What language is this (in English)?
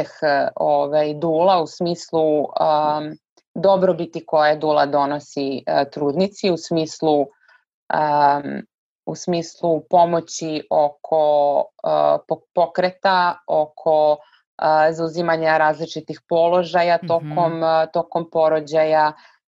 Serbian